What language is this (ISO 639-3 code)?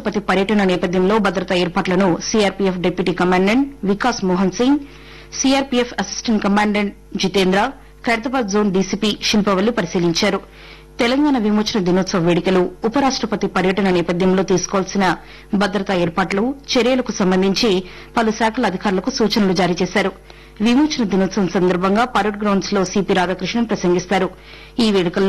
tel